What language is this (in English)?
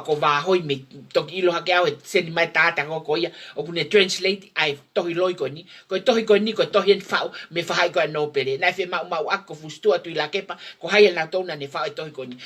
Tongan